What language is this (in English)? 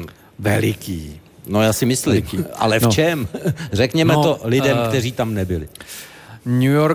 Czech